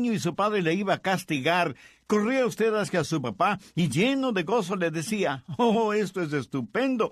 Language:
Spanish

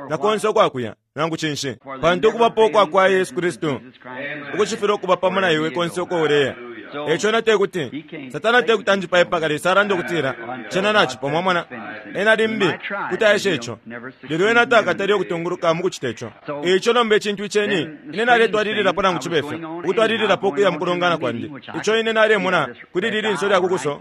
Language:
Bemba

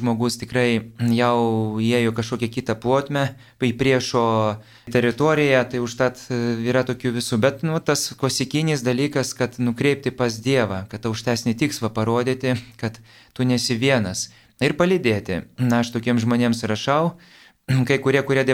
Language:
Lithuanian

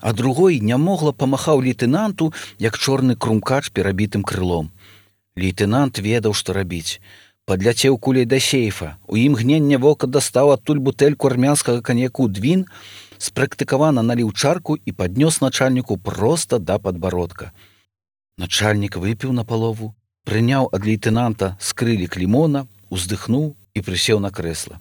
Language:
Belarusian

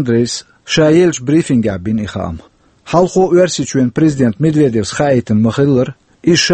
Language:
Chechen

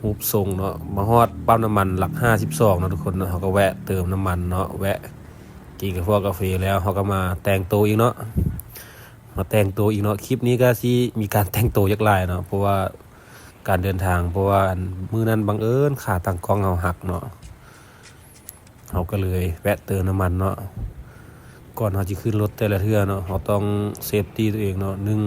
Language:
Lao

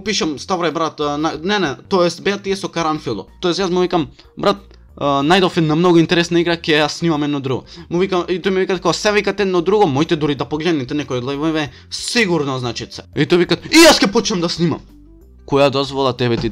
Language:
Macedonian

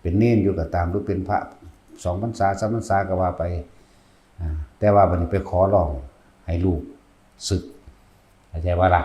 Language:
Northeastern Thai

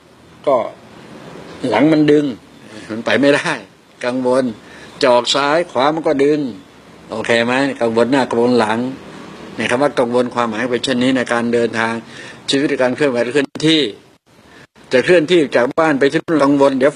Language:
Thai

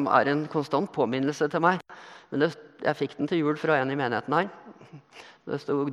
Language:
Norwegian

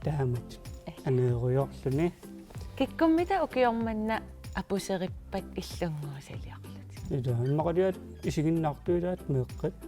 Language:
Kalaallisut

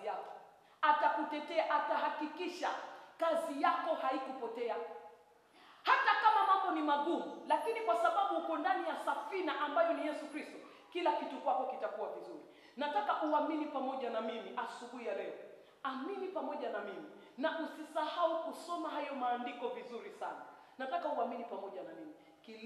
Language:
Swahili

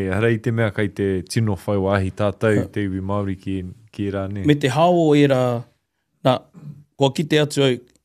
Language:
Māori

